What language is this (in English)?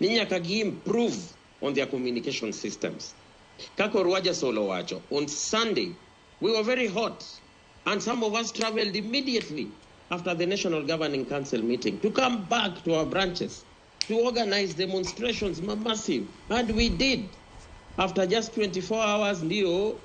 Luo (Kenya and Tanzania)